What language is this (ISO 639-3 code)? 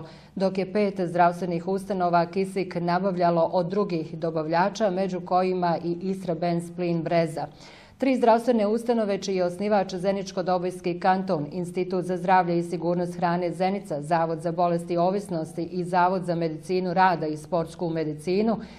bos